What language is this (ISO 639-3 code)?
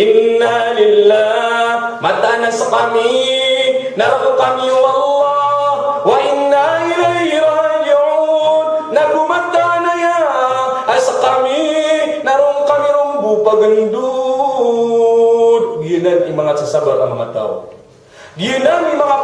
mrw